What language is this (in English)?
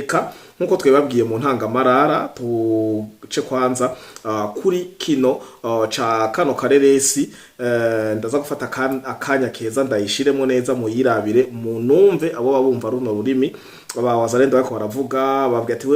Rundi